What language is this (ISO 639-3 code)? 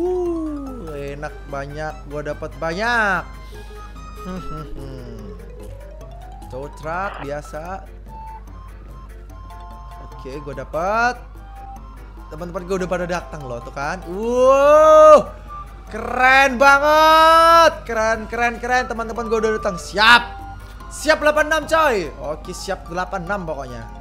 ind